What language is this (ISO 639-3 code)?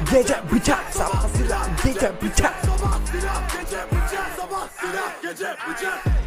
tur